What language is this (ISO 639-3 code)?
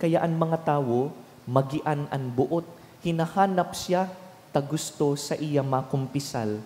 bik